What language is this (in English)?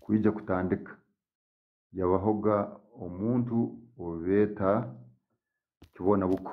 Tooro